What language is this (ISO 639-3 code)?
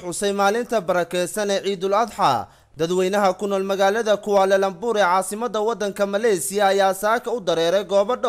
som